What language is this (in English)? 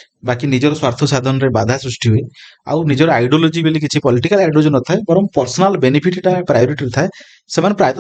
Odia